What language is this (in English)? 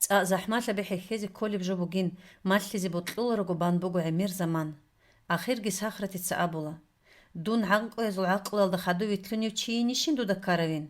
Avaric